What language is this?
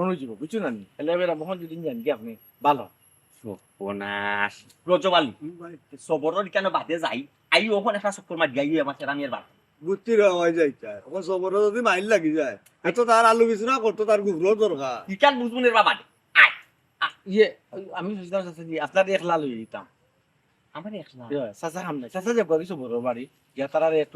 Sylheti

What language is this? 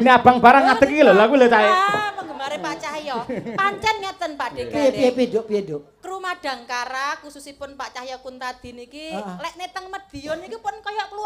Javanese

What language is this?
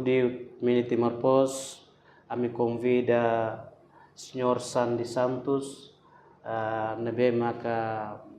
Tetum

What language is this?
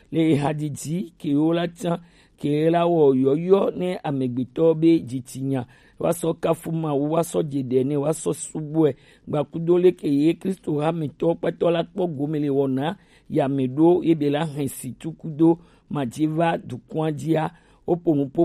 Gen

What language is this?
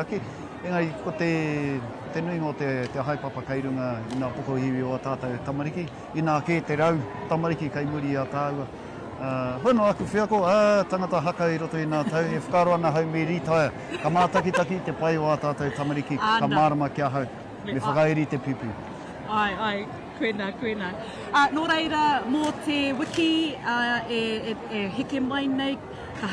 Māori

